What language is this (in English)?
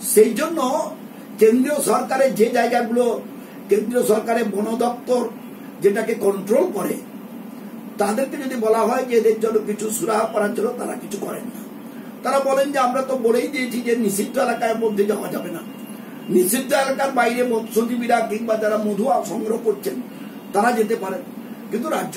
Bangla